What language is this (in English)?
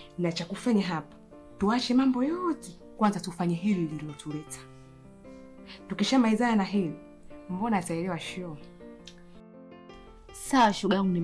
Swahili